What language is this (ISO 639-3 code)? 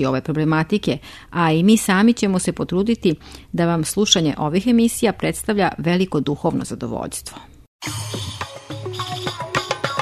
srp